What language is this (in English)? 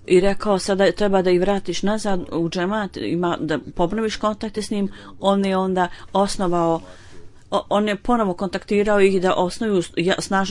Bosnian